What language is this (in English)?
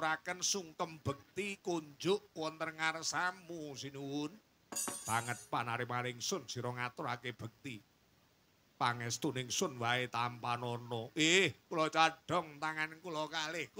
Javanese